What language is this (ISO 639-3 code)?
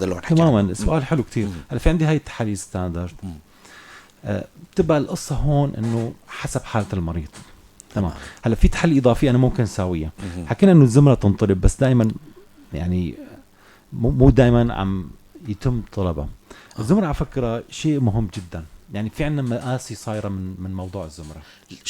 apc